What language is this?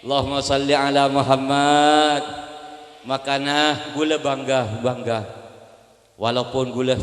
Madurese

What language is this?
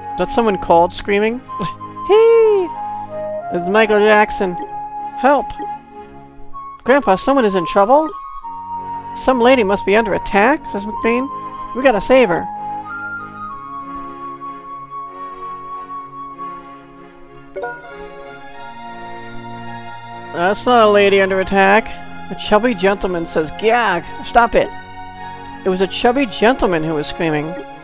English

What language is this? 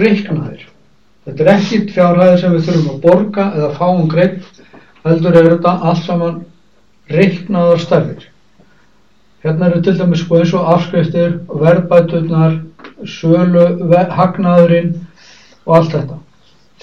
Icelandic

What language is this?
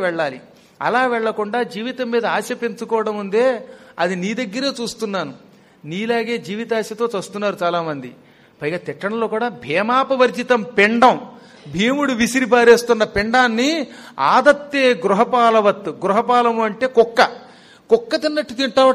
Telugu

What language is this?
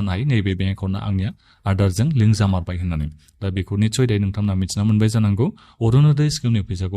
Bodo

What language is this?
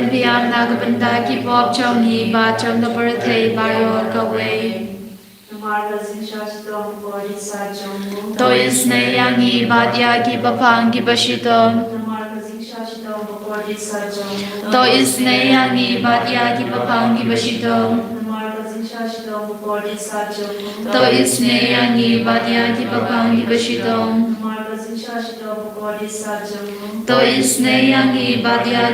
Khasi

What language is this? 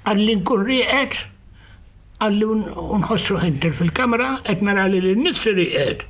Maltese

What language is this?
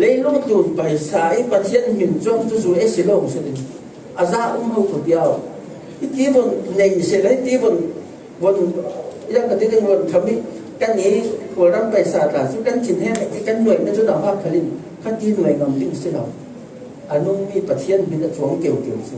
Falam Chin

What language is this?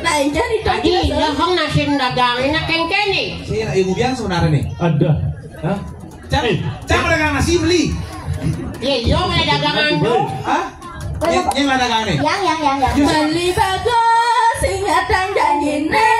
Balinese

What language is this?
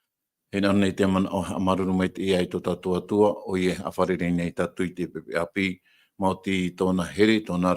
Tahitian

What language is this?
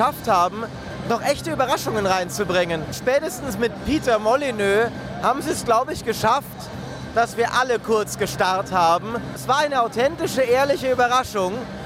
German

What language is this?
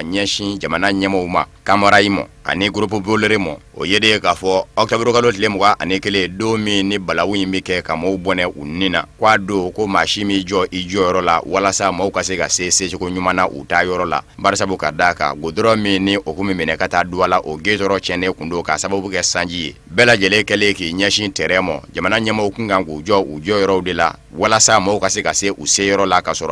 Bambara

